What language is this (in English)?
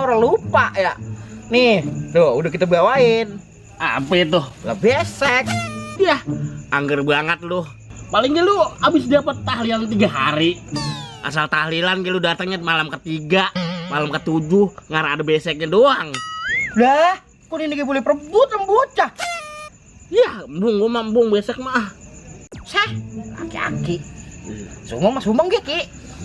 Betawi